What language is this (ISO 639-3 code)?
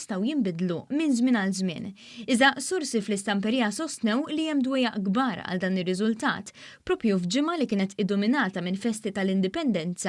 mlt